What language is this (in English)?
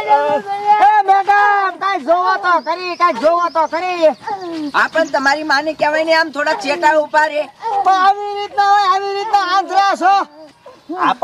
Gujarati